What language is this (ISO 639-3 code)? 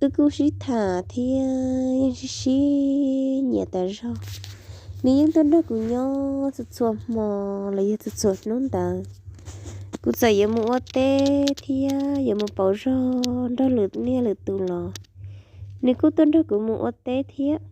hmn